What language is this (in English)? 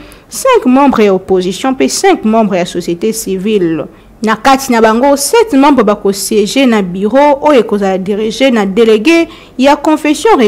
Lingala